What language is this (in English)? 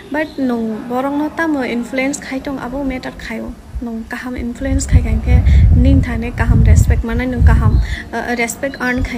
Kok Borok